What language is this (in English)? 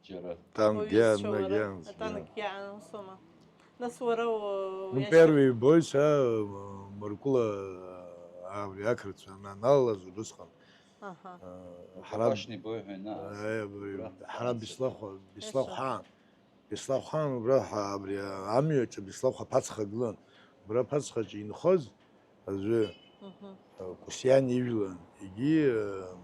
Abkhazian